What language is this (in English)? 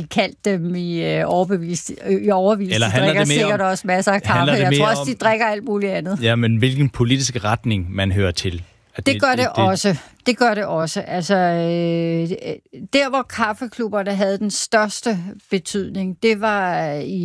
Danish